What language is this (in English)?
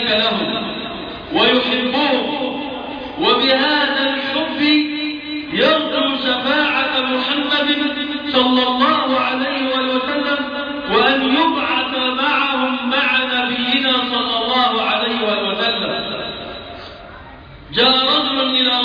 Arabic